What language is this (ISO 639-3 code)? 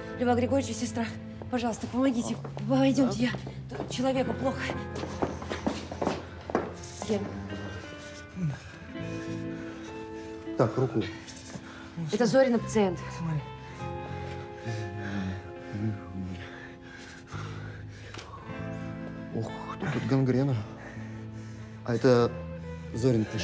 rus